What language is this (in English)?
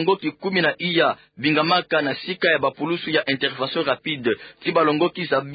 Kituba (Democratic Republic of Congo)